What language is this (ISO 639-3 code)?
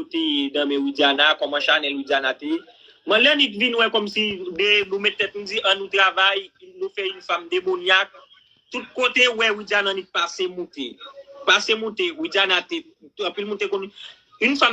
hat